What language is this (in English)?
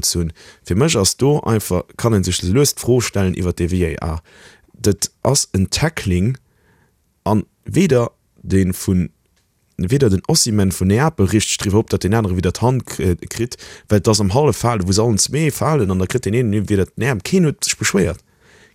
Luxembourgish